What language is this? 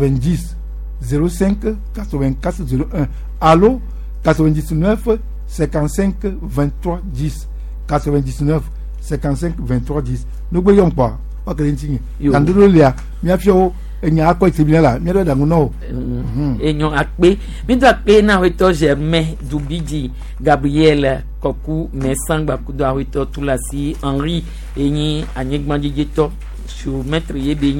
Gen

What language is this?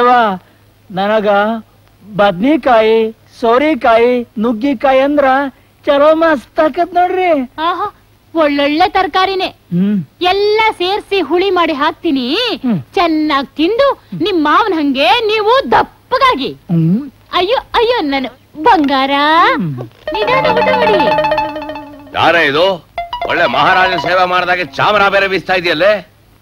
Kannada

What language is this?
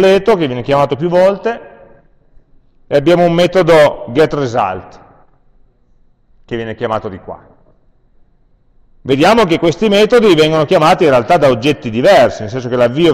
Italian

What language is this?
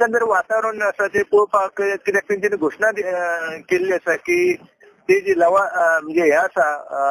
Konkani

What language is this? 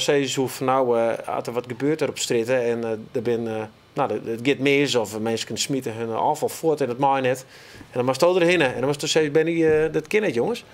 Western Frisian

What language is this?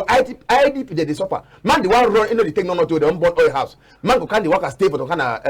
Cameroon Pidgin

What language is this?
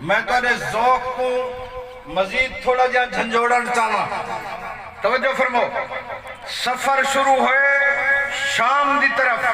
Saraiki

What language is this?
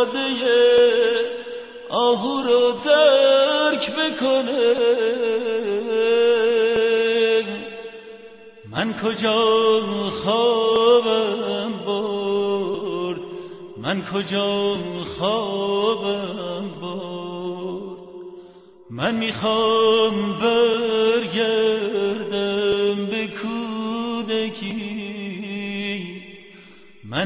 Persian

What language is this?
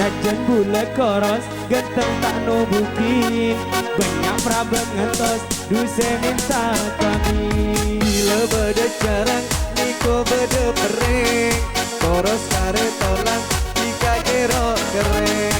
Madurese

